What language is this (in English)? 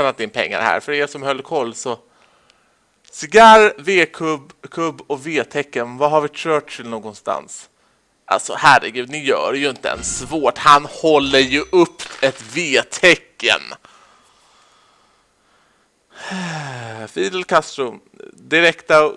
Swedish